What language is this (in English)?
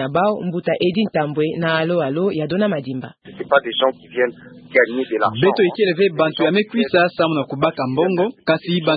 Kituba (Democratic Republic of Congo)